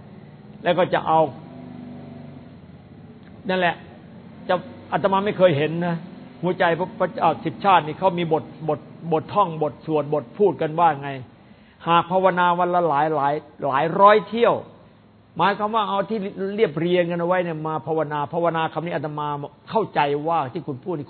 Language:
Thai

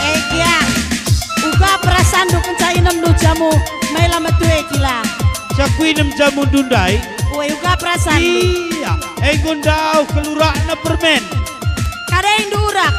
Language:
Batak Karo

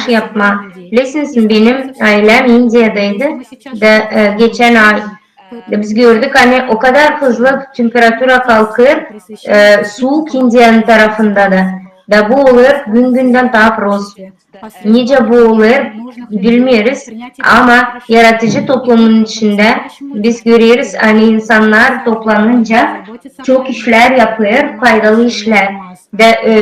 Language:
Gagauz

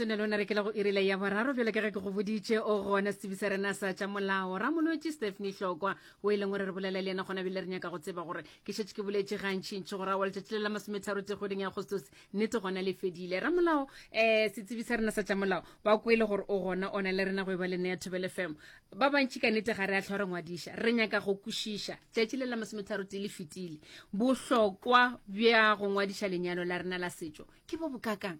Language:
Northern Sotho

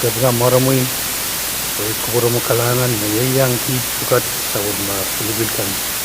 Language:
Pohnpeian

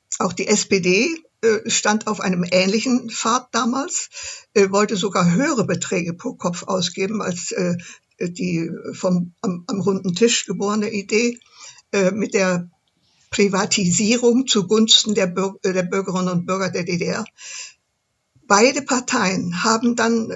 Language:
German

